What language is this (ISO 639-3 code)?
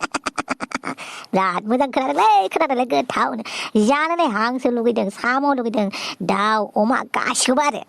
brx